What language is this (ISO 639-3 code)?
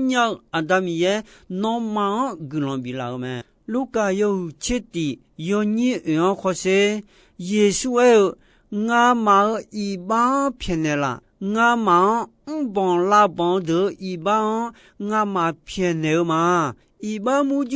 ahk